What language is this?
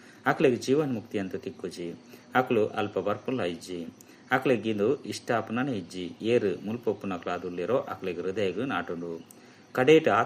Tulu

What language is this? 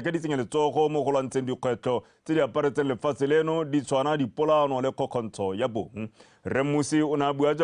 Tswana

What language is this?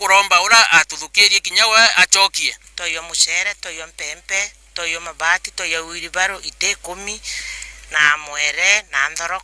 Meru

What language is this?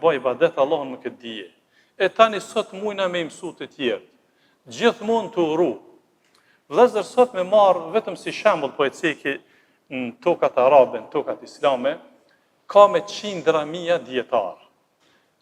Albanian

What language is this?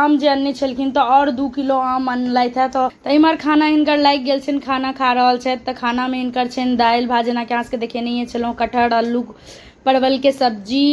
Maithili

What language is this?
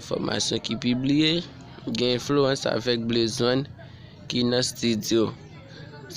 Haitian Creole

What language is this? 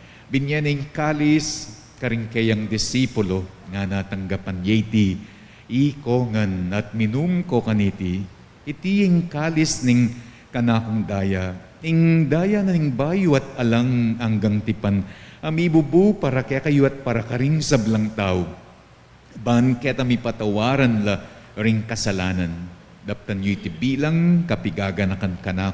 Pampanga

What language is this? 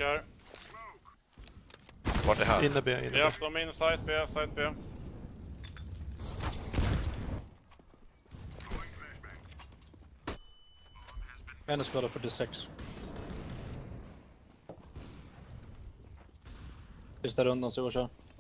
Swedish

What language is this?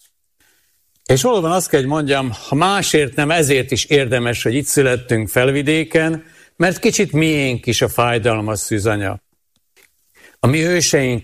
Hungarian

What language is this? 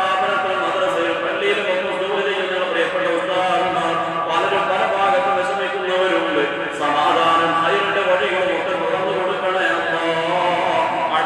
Malayalam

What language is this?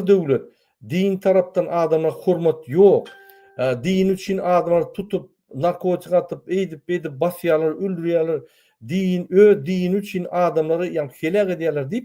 Turkmen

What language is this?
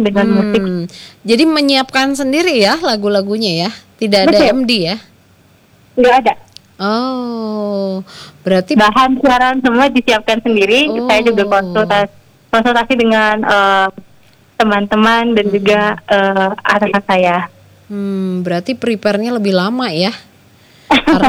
Indonesian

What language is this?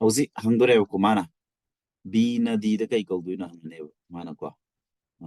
Manipuri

